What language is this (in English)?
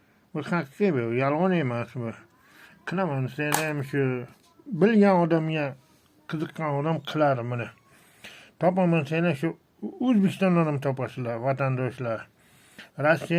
Uzbek